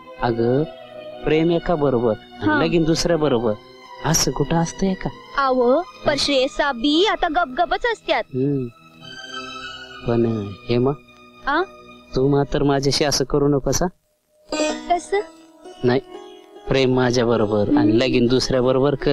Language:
Marathi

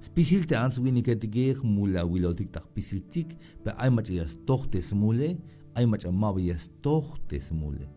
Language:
Tzeltal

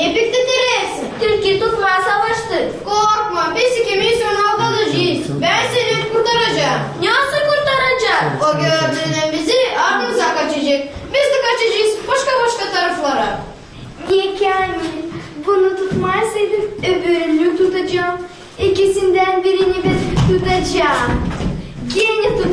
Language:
Gagauz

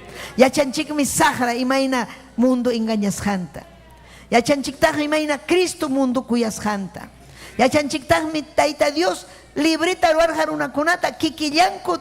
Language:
Ayacucho Quechua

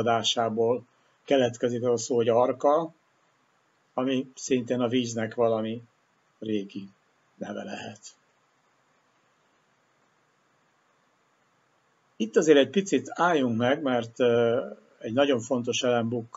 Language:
Hungarian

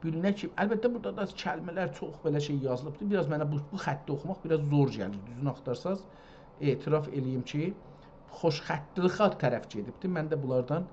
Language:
South Azerbaijani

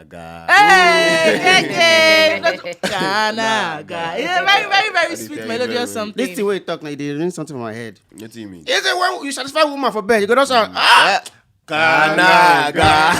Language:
Nigerian Pidgin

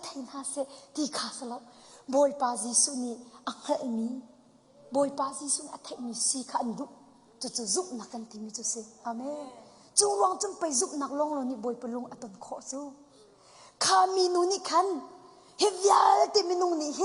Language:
Hakha Chin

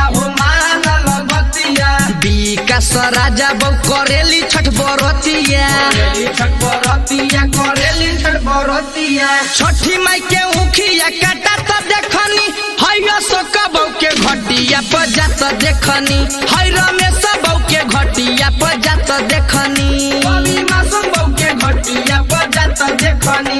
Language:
Bhojpuri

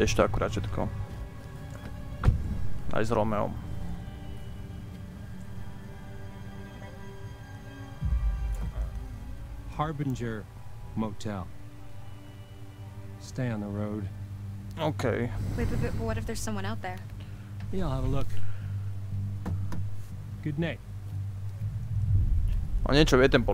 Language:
Slovak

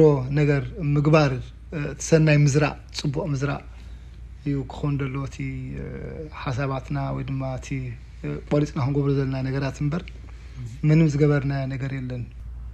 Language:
Tigrinya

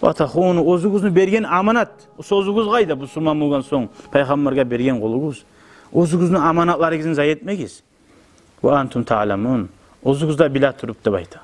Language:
Kumyk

